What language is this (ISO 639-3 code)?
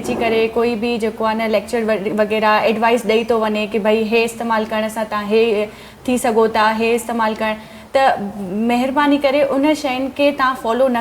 snd